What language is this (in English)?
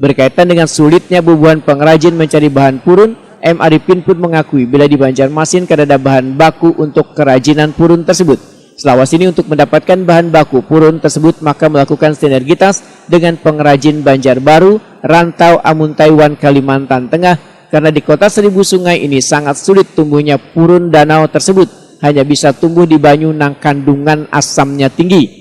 Banjar